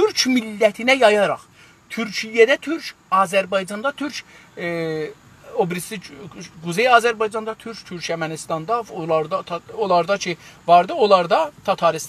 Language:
South Azerbaijani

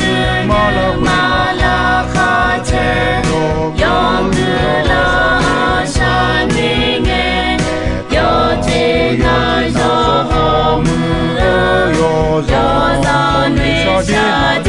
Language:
Akha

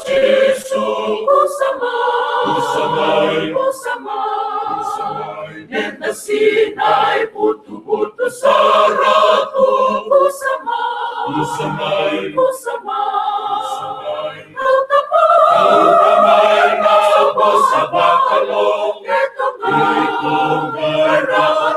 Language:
Fijian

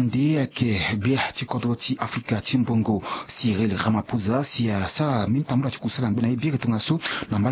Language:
Sango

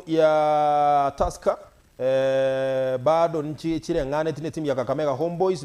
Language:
Gusii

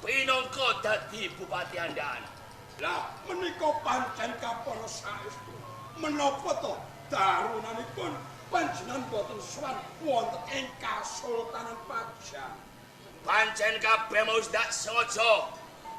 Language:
Javanese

